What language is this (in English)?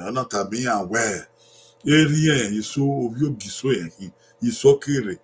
Bini